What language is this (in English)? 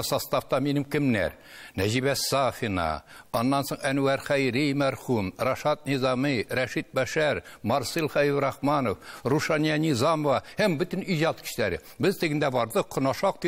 Tatar